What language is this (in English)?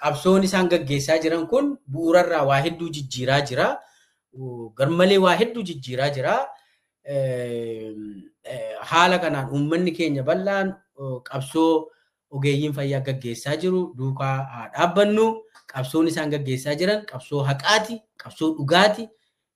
Oromo